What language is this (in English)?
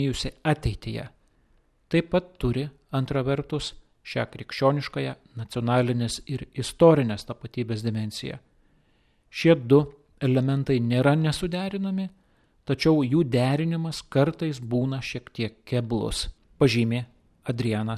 Lithuanian